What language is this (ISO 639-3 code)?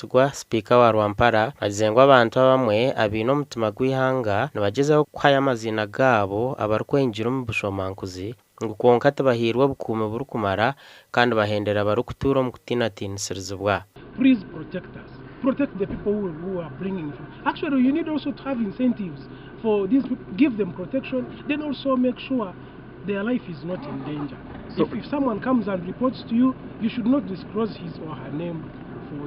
nyn